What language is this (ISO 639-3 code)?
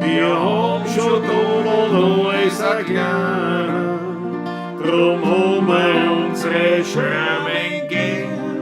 bar